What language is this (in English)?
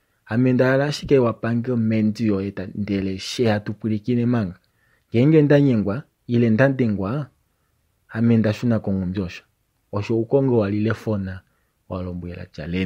Kuanyama